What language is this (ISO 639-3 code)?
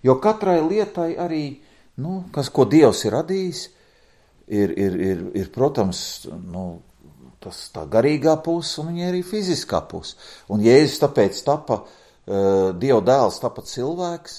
lav